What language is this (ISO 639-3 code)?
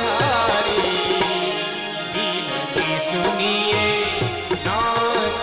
guj